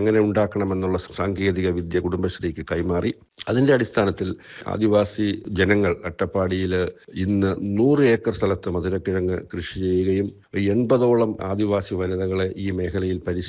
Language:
Malayalam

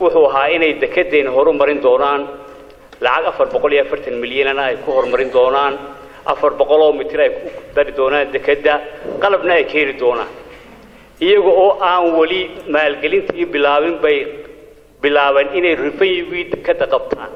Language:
Somali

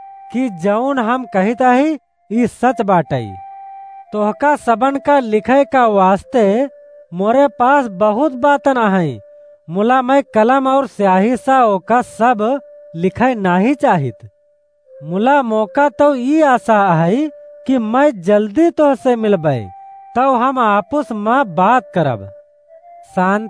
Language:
Awadhi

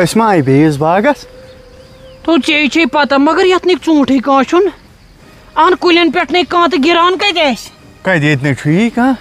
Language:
Kashmiri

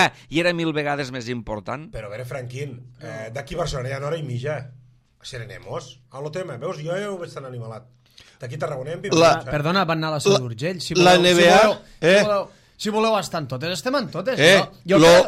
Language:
Catalan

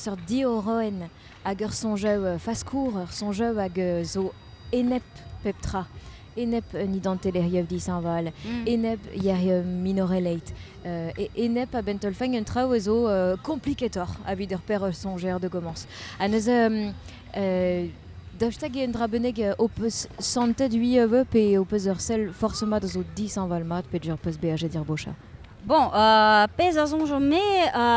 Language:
Breton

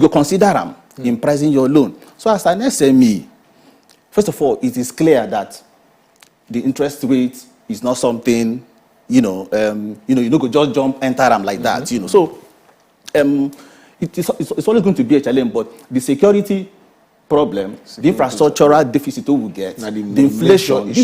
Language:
Nigerian Pidgin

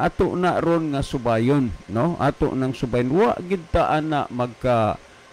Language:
Cebuano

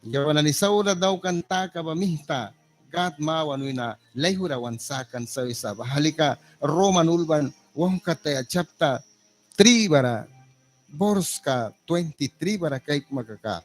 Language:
Mískito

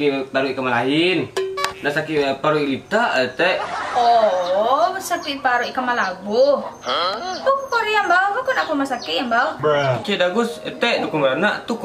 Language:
Minangkabau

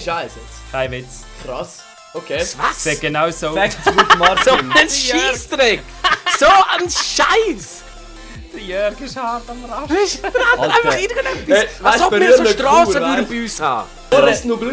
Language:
Swiss German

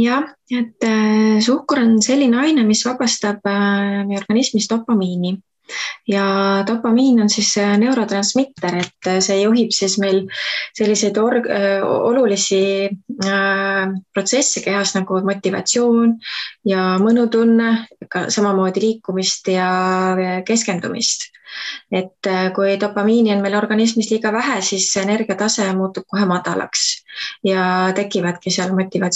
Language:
Estonian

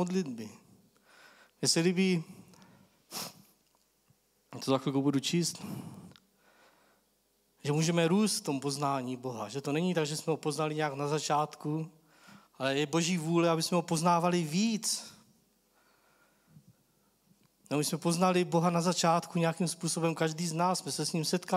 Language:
Czech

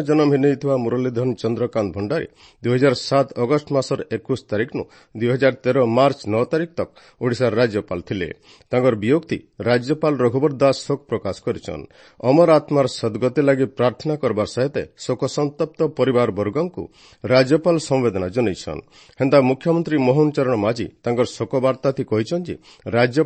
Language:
Odia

